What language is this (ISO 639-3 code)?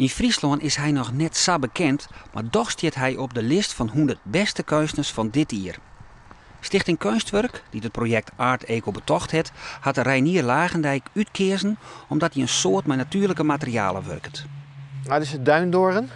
fry